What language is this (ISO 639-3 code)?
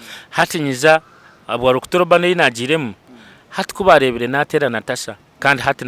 nyn